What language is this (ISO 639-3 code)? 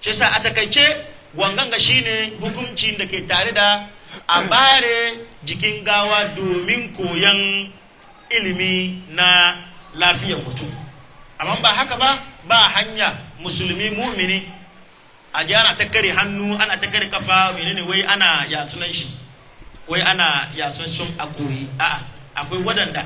hau